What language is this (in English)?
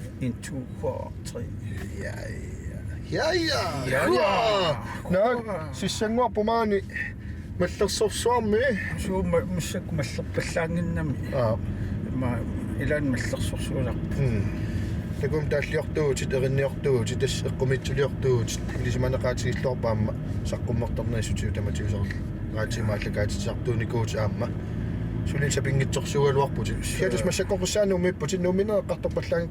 Kalaallisut